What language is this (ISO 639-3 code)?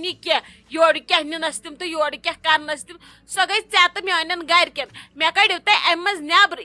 kas